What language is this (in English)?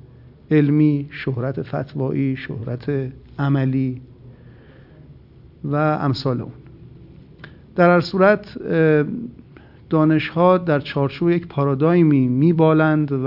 Persian